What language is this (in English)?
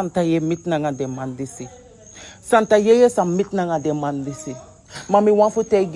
Sranan Tongo